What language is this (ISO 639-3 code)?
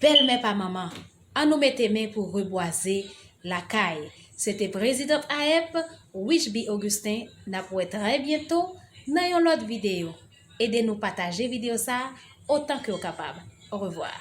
hat